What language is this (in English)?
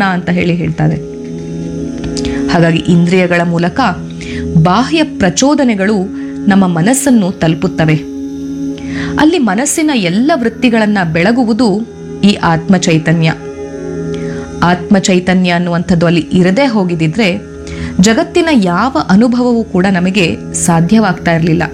Kannada